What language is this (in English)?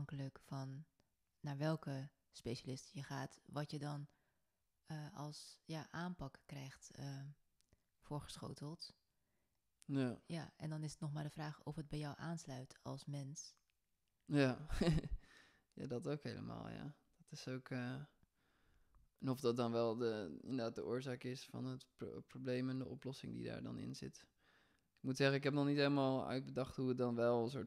Dutch